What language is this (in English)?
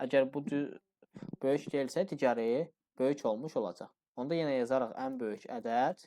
Azerbaijani